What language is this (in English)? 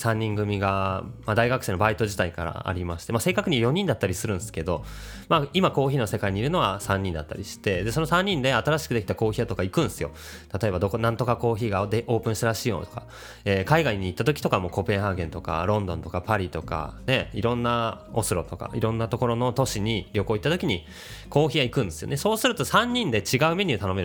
Japanese